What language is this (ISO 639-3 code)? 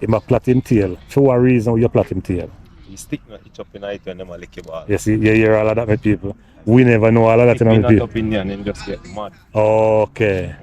jam